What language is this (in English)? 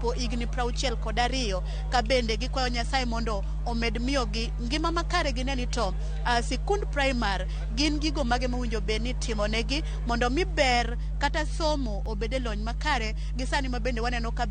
Luo (Kenya and Tanzania)